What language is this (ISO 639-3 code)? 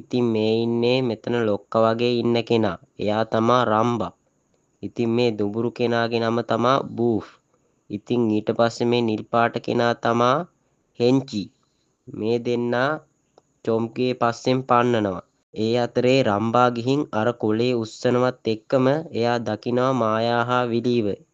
sin